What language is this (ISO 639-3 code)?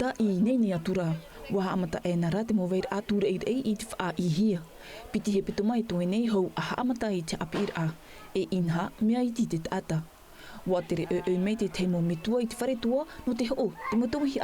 tah